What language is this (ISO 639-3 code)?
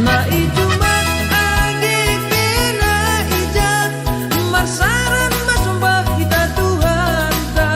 bts